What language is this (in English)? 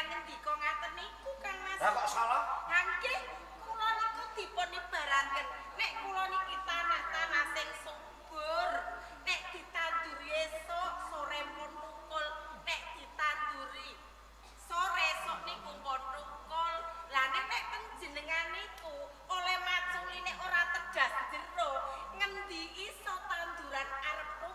Javanese